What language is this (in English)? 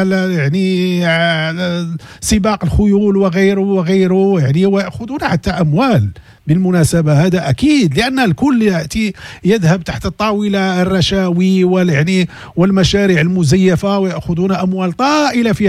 Moroccan Arabic